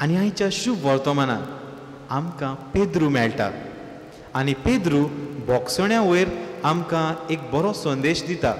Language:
Konkani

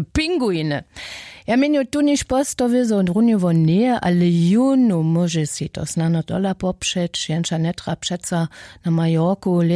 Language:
Upper Sorbian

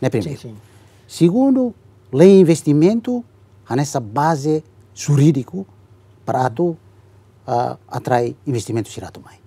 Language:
Tetum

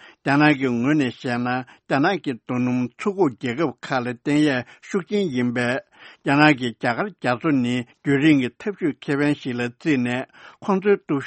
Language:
Tibetan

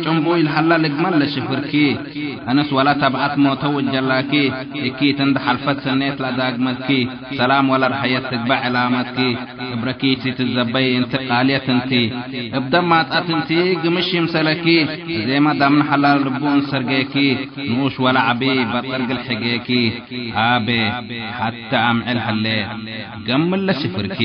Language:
Tigre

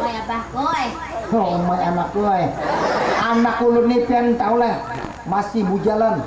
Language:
Banjar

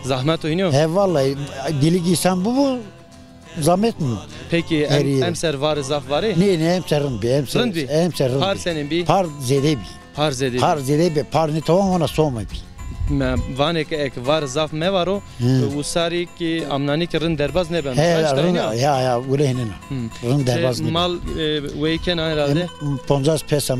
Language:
Zaza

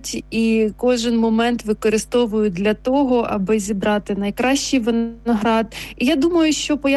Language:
Ukrainian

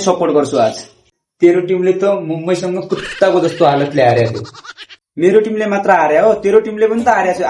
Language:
Nepali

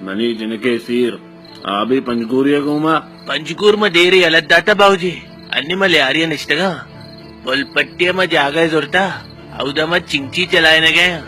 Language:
Baluchi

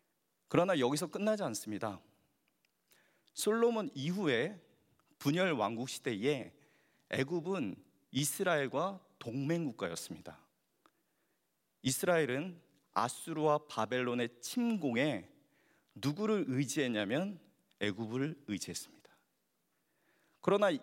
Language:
Korean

